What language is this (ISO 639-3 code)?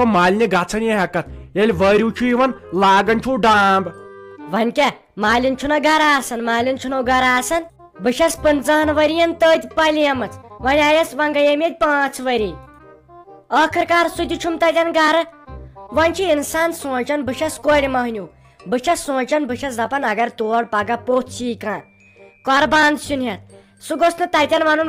kas